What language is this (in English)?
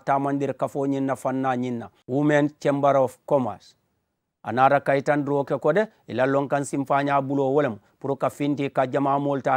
Mandingo